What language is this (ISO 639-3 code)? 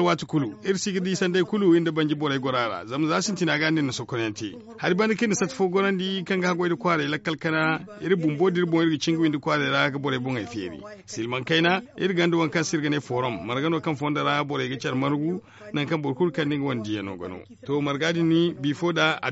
dje